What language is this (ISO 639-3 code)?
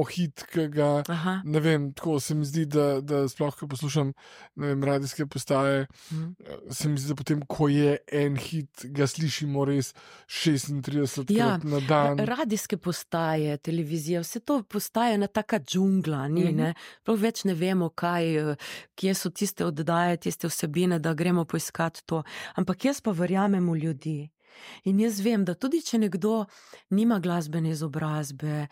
slv